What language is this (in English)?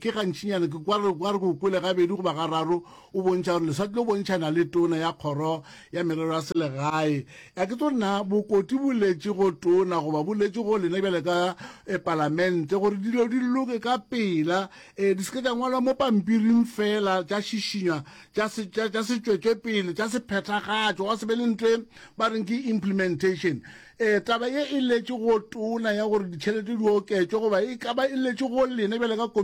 Northern Sotho